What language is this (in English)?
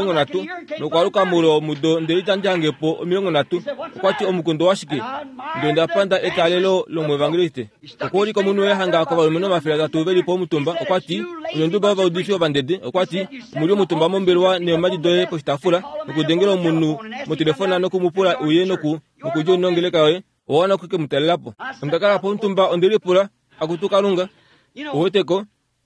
Kuanyama